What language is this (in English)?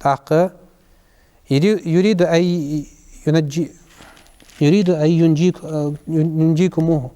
Ingush